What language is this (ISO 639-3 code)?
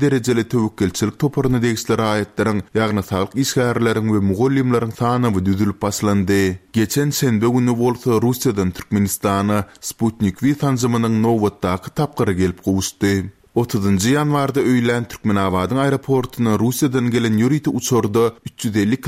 tuk